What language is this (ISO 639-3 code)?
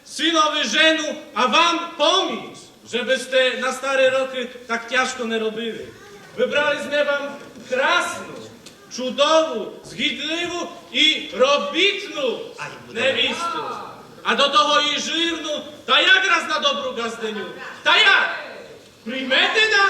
rue